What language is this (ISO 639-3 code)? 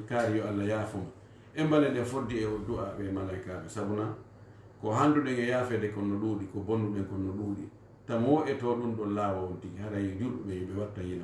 ful